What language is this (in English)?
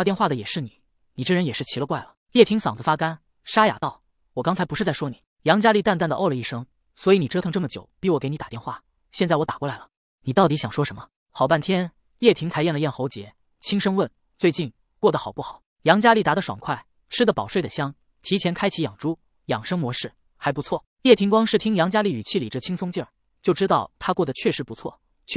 Chinese